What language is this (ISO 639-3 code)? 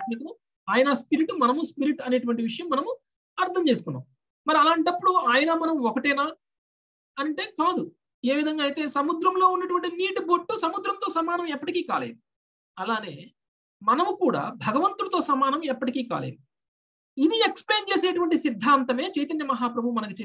tel